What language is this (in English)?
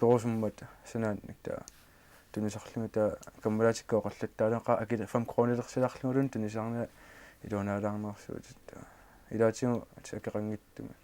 Kalaallisut